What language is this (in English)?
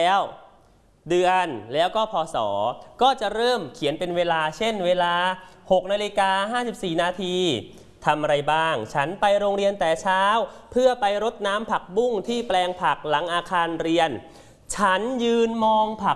Thai